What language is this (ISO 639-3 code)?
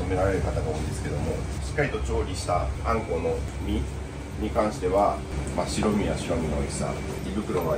jpn